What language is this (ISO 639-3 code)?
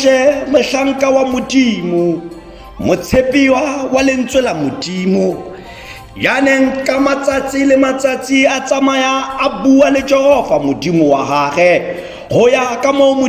tsn